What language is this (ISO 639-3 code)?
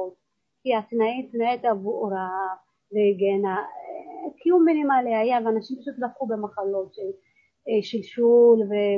heb